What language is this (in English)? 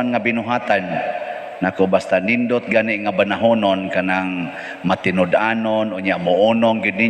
Cebuano